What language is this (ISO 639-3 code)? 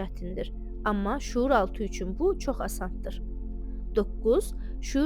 aze